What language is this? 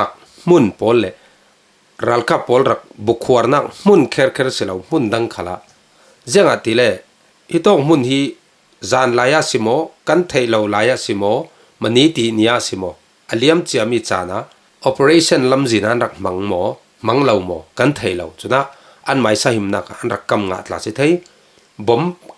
Falam Chin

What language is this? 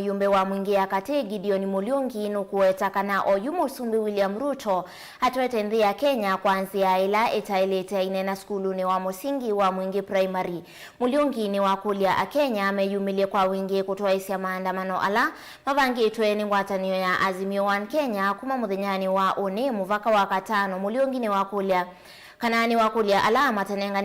Kamba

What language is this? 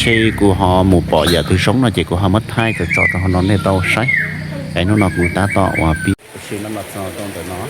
Hmong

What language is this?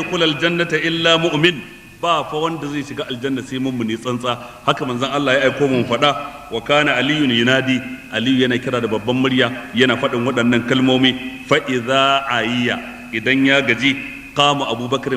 Hausa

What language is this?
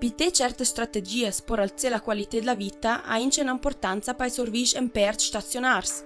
Ladin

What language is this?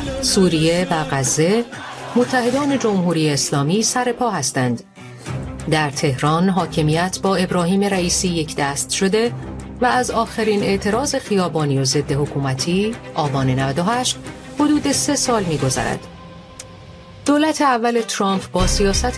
Persian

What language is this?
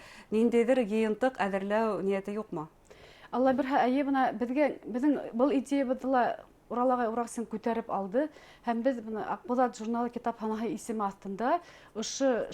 Bashkir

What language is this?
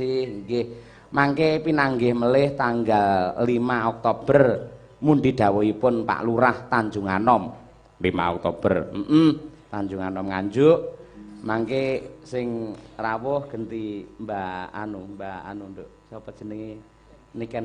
Javanese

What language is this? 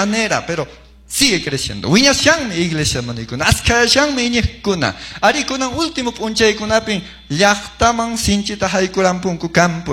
Quechua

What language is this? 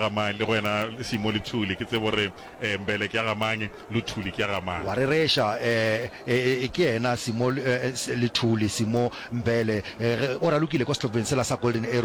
Northern Sotho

